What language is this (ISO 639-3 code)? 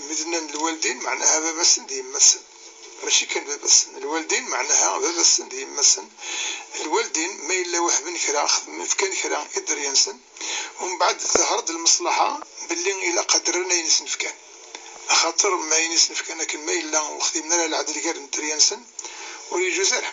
kab